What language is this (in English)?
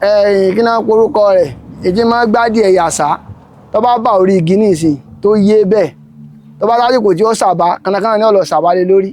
Yoruba